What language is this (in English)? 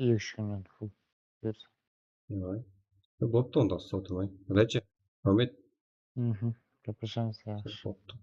Kara-Kalpak